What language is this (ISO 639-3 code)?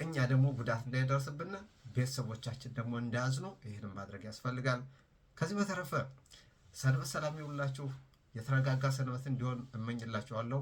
amh